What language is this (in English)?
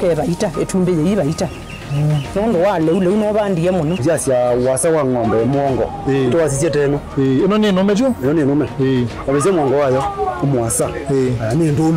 Kamba